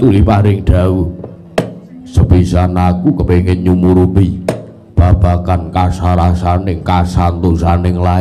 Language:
Javanese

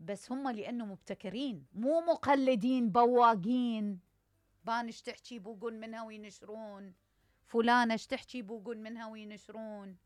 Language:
Mesopotamian Arabic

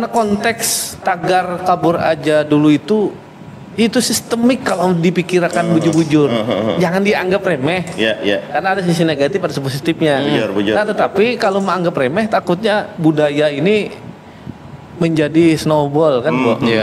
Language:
Banjar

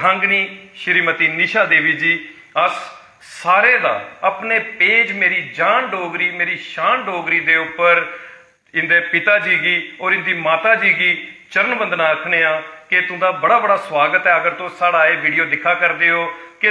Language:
Dogri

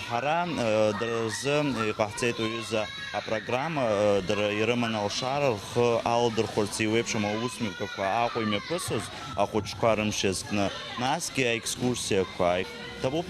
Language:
Abkhazian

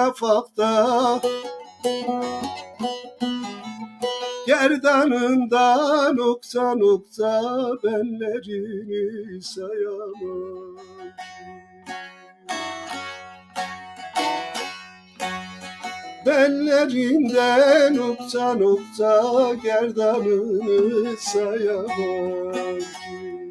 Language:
Turkish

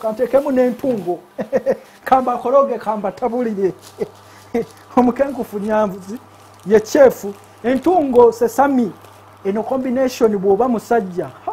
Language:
Ganda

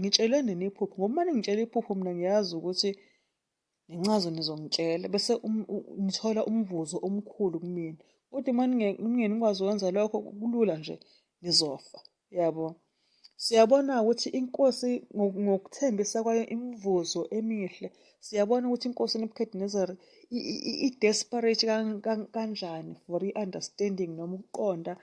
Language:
Zulu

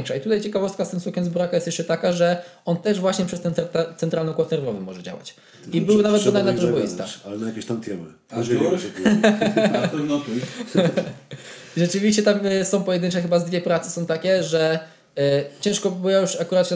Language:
Polish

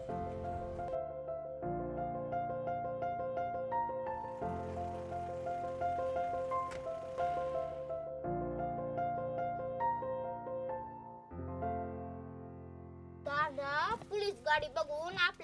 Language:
Marathi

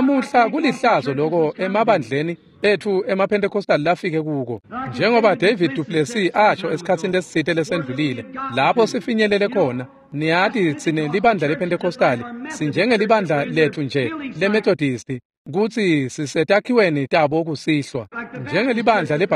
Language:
Swati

